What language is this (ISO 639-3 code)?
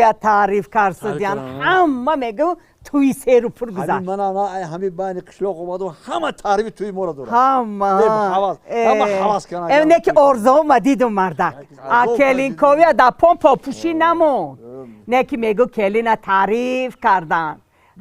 tgk